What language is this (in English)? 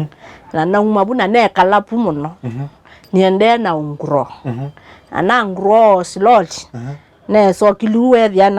Kamba